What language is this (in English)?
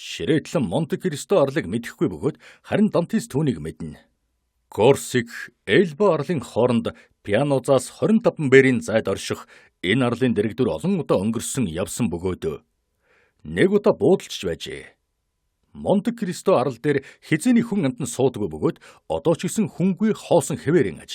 Mongolian